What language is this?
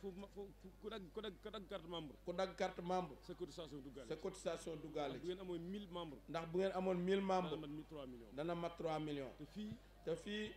Wolof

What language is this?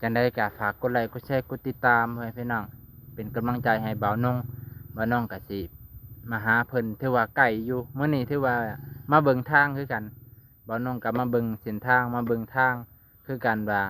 Lao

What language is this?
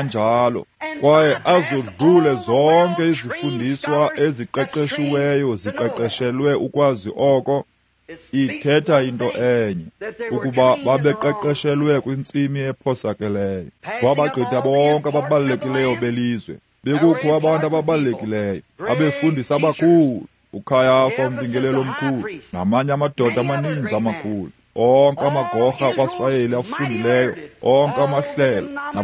Xhosa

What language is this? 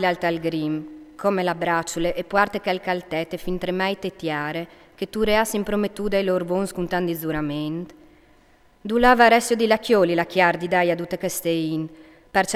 Friulian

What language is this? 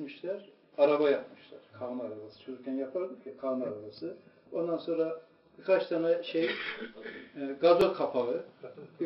Turkish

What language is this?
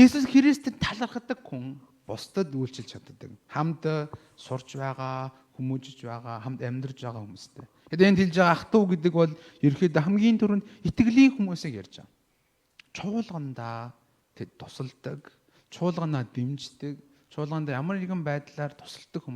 Mongolian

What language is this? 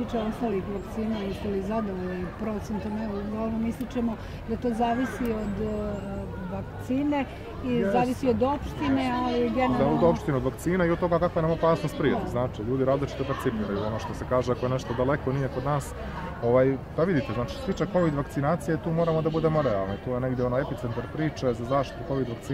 Bosnian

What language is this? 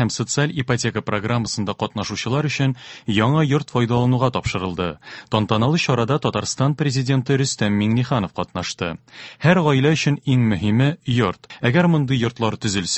Tatar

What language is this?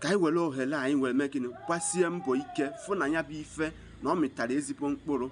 Igbo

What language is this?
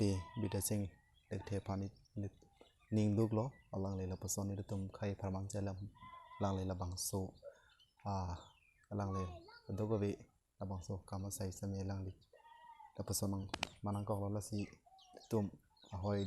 Karbi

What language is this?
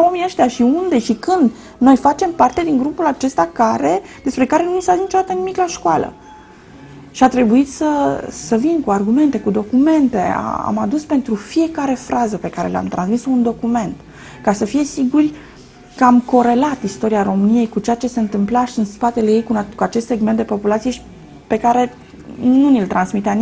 Romanian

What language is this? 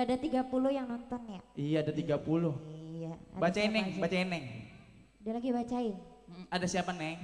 Betawi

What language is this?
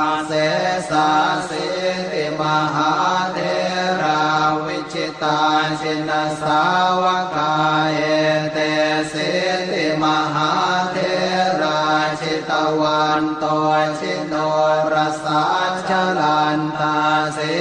Pali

